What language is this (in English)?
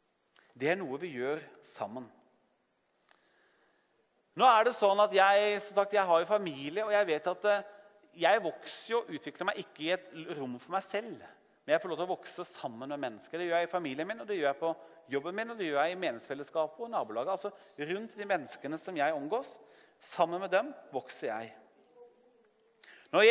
Norwegian